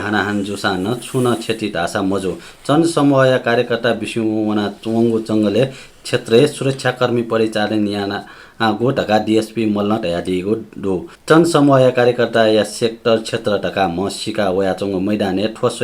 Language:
Newari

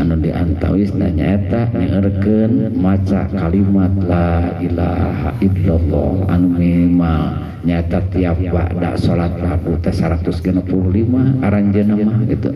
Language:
Sundanese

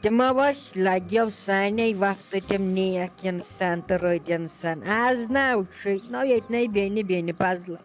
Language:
Kashmiri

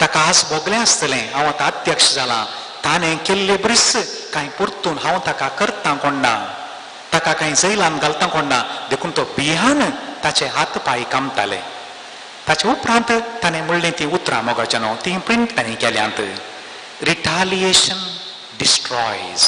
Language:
Konkani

